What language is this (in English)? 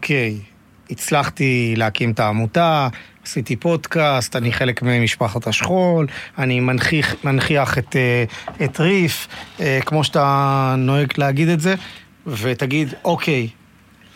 Hebrew